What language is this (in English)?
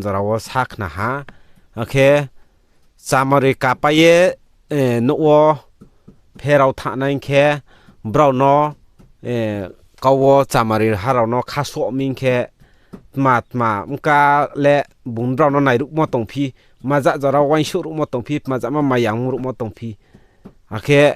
Riang (India)